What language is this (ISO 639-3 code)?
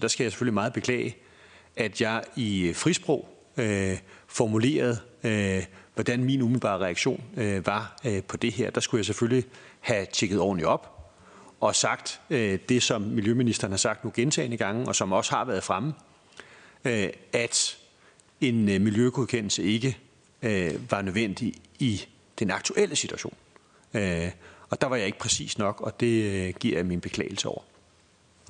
dan